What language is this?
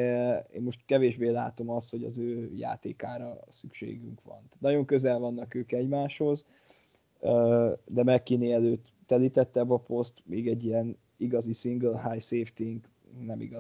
Hungarian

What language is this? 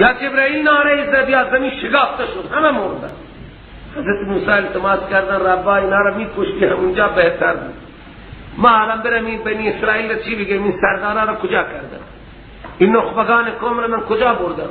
Persian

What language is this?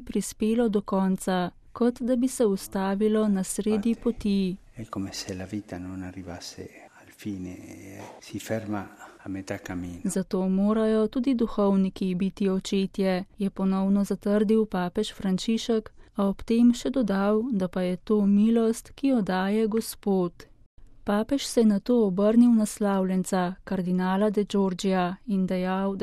Slovenian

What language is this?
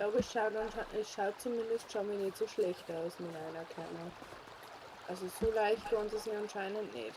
Bavarian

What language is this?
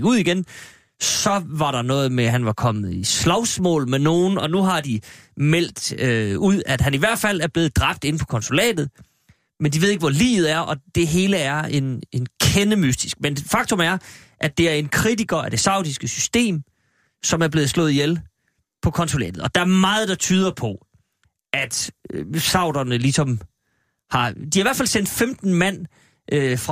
Danish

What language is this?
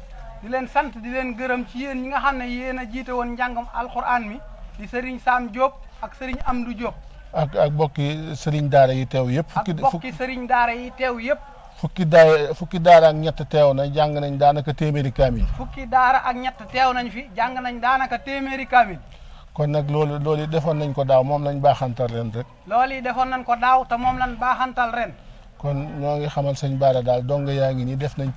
Wolof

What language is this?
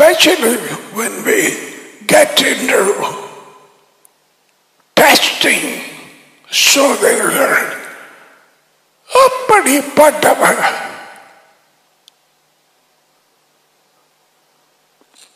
Tamil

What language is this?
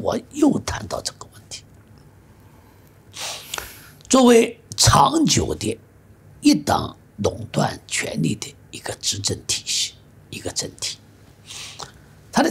Chinese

